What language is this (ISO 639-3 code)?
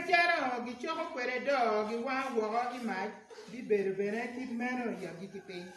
ach